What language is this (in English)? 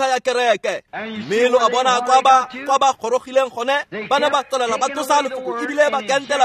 Tswana